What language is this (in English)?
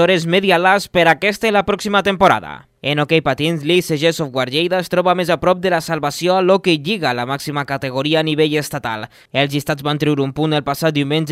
Catalan